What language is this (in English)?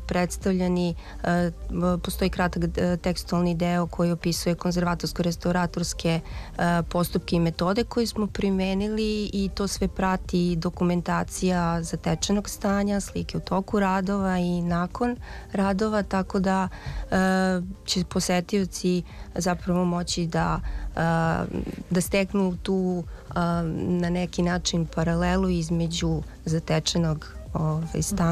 Serbian